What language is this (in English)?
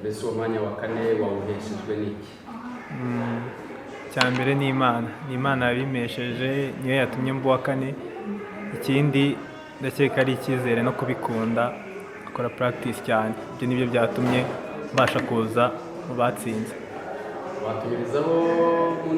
Kinyarwanda